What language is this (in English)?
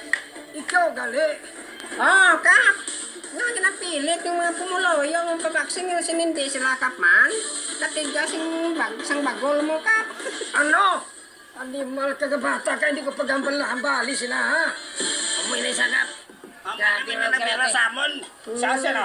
Hiligaynon